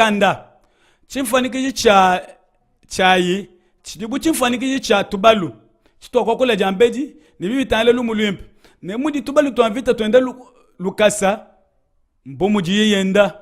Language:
Luba-Lulua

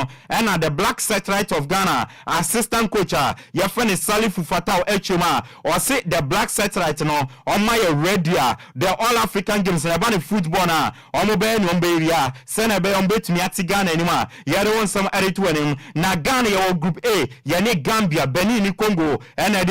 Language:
Akan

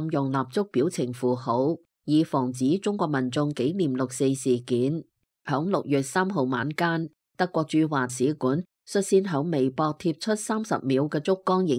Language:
Cantonese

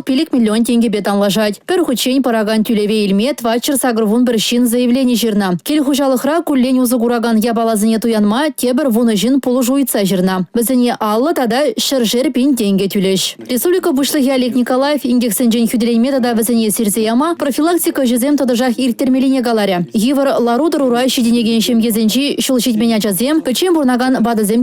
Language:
Chuvash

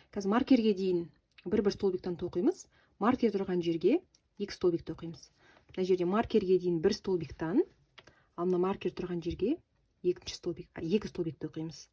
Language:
Kazakh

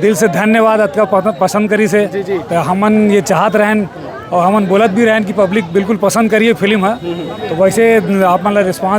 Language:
Chhattisgarhi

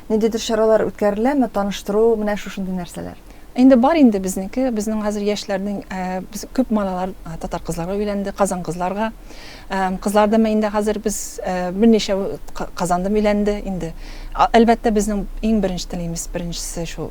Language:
Tatar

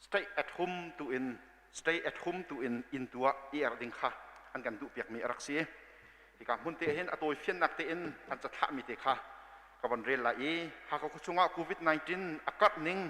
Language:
Hakha Chin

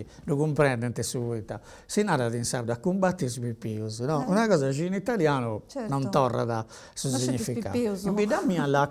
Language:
Sardinian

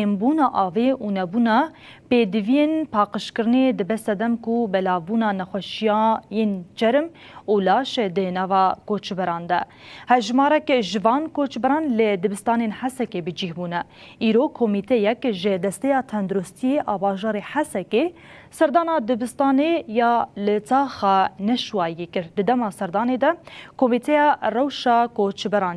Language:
Kurdish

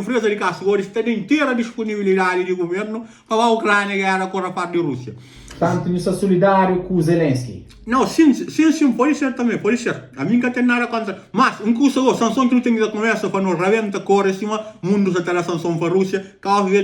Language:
Kabuverdianu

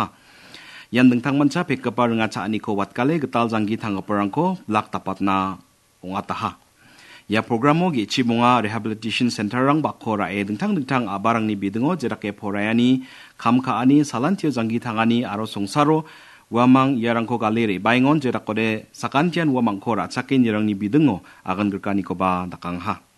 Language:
Garo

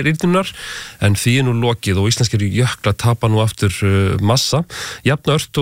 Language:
Icelandic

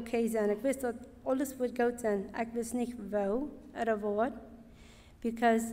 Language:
Plautdietsch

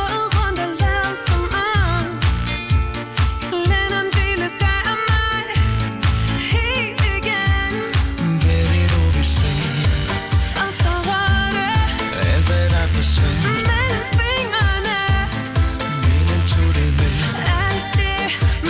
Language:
Danish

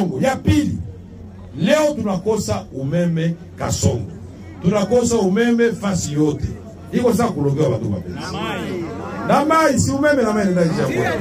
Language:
Swahili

